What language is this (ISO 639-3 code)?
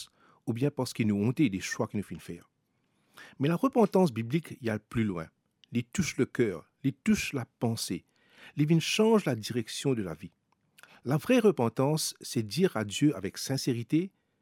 mfe